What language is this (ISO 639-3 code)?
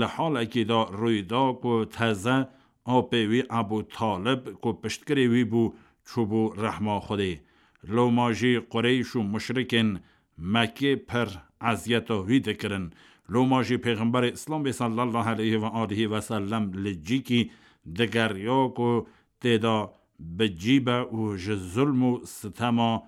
kur